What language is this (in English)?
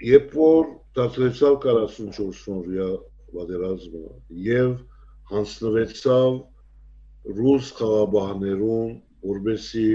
Western Armenian